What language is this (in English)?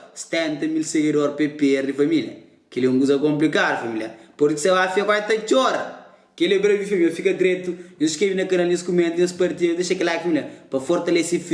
Kabuverdianu